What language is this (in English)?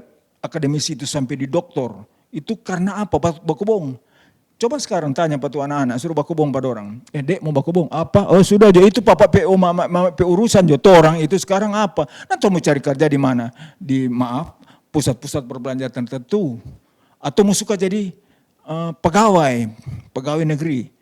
Manado Malay